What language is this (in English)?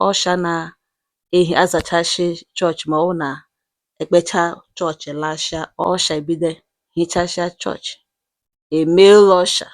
Igbo